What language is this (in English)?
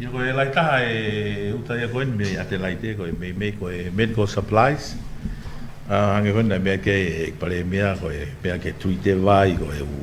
Tongan